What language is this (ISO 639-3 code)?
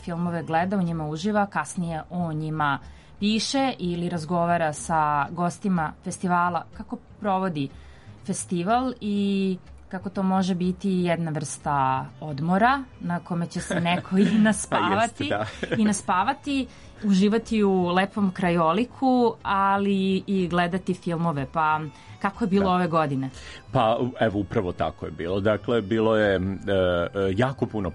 srp